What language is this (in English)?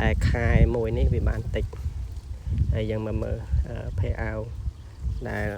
Khmer